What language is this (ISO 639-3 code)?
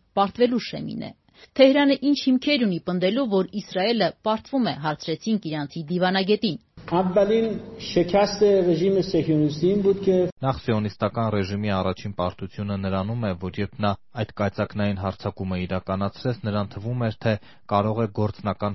hye